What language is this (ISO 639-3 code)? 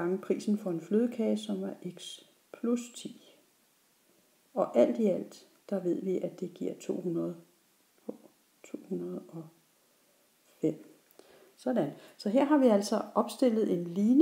dan